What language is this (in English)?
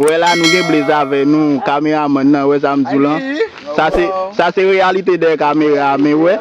Haitian Creole